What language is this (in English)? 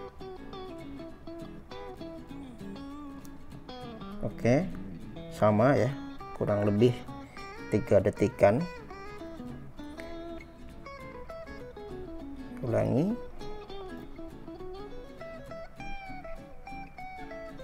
Indonesian